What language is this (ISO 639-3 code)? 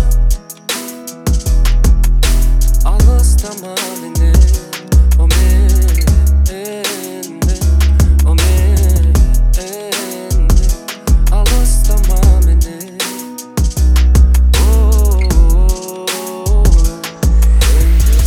kaz